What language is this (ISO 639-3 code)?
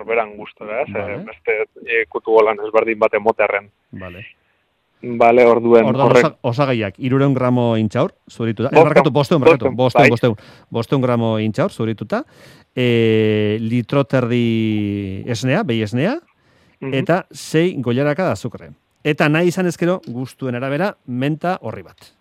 eus